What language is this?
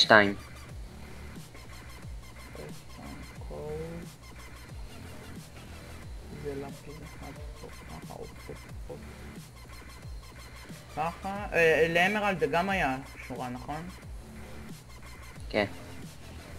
Hebrew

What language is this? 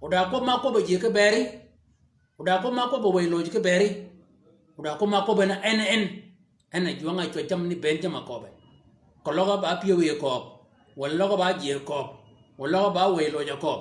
Shilluk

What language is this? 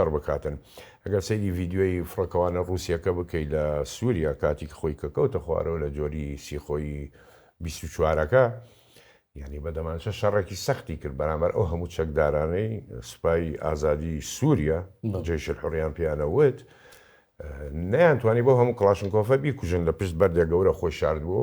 Central Kurdish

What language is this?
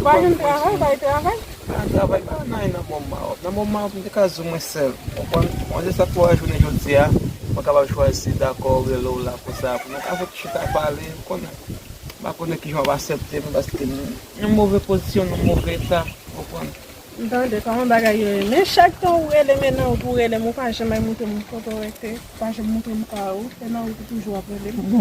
Haitian Creole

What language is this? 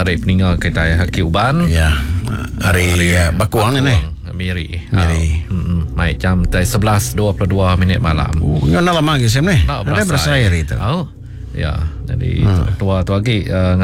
Malay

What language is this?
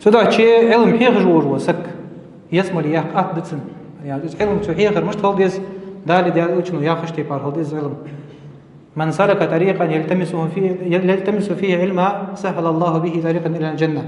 Ingush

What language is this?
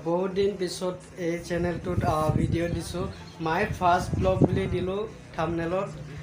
Assamese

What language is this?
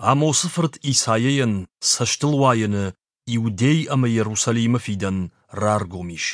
Ossetic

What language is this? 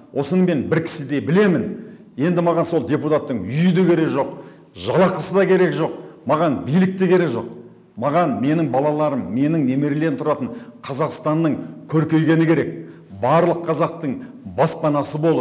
Kazakh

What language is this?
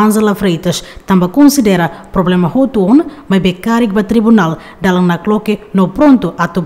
Tetum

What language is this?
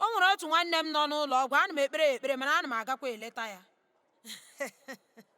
Igbo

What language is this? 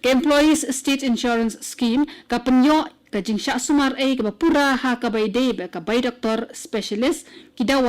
Khasi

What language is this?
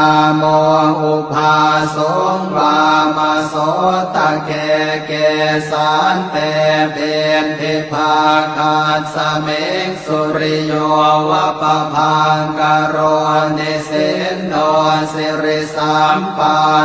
Pali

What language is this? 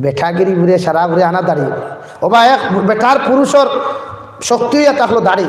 Sylheti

